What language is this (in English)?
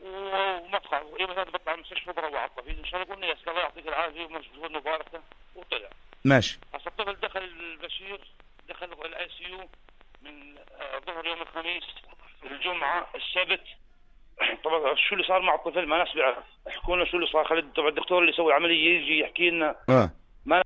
North Levantine Arabic